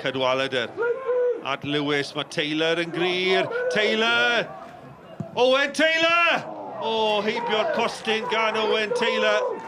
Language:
Welsh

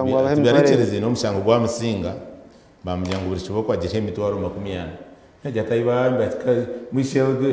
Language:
Nyankole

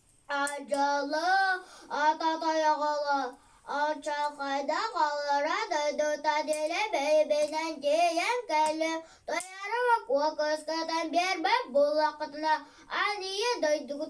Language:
Yakut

